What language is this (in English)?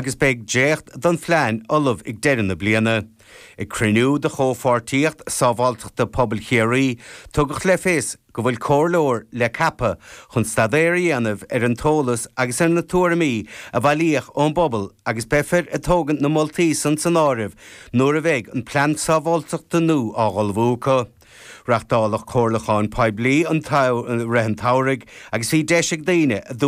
Irish